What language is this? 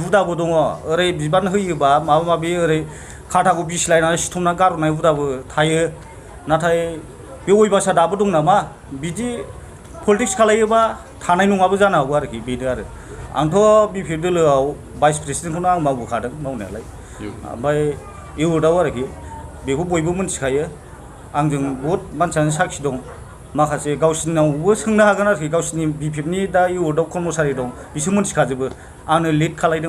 Bodo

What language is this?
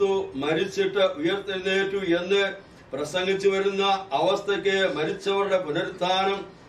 Malayalam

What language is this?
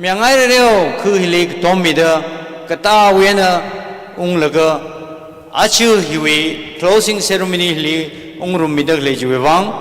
Tangkhul Naga (India)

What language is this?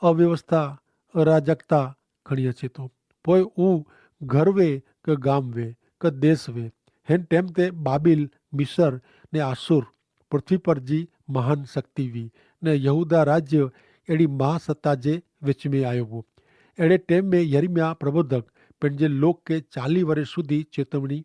Kachhi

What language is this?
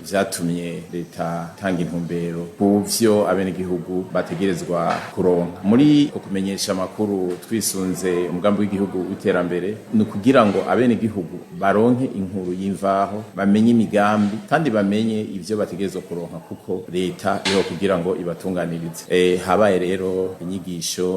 Rundi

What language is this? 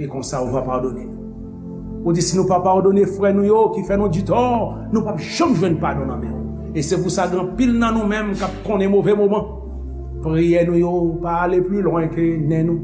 Haitian Creole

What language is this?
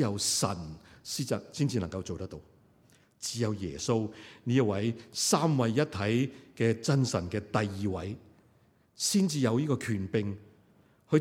Cantonese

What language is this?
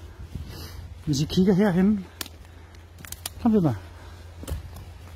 Danish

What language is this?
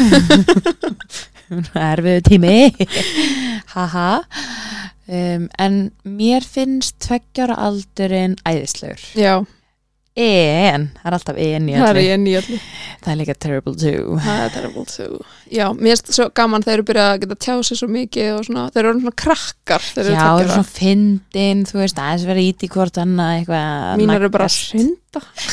Icelandic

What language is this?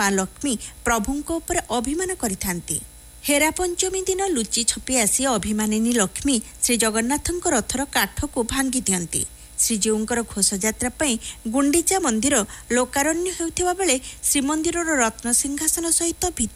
Odia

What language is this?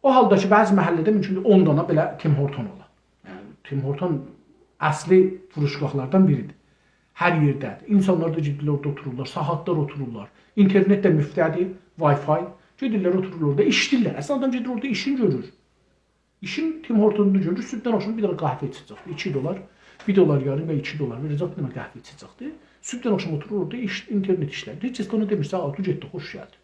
South Azerbaijani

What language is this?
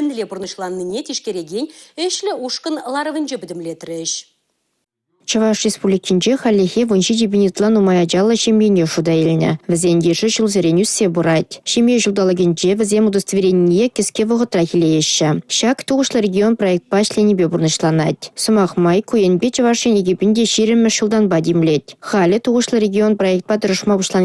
Chuvash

